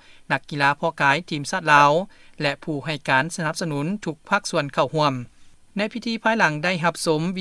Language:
Lao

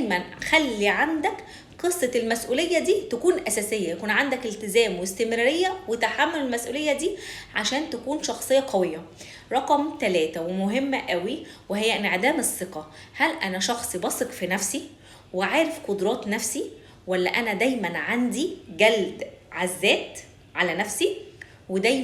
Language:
Egyptian Arabic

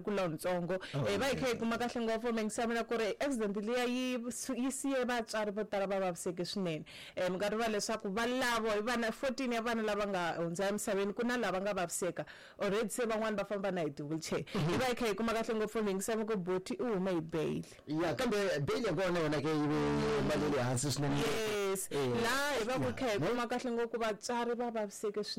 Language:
Tsonga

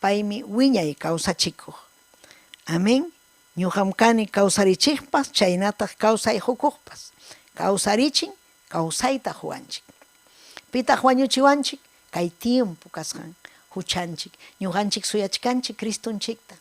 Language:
Ayacucho Quechua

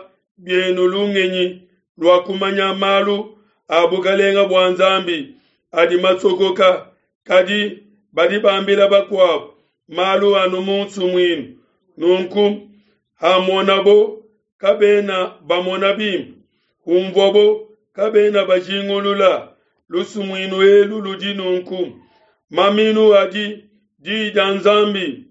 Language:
Luba-Lulua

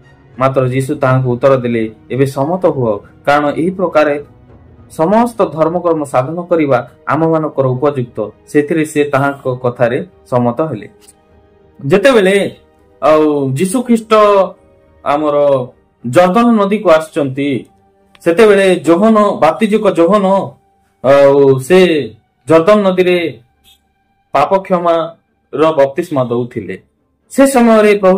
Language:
Odia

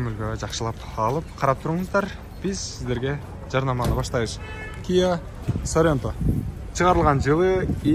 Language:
Kyrgyz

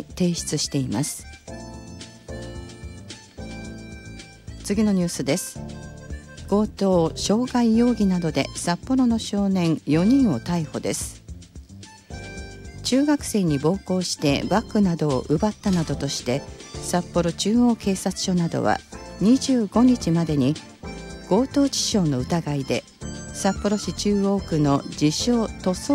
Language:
Japanese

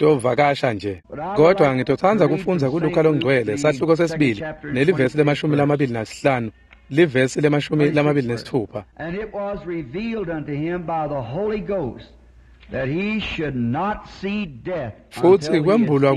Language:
Swati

